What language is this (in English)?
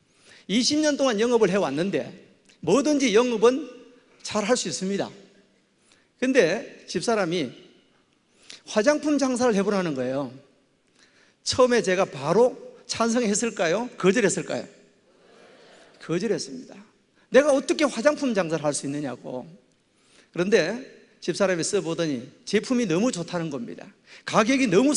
Korean